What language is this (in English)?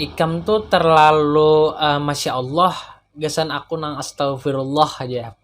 Banjar